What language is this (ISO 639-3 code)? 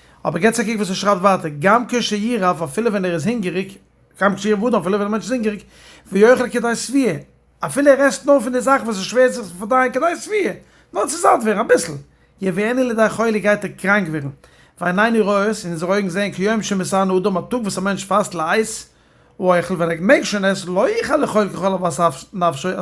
yid